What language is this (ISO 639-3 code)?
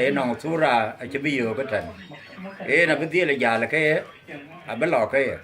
din